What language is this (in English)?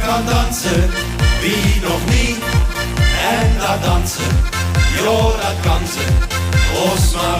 Limburgish